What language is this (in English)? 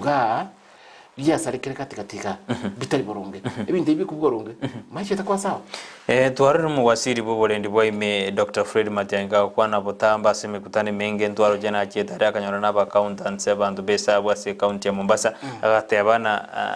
Gusii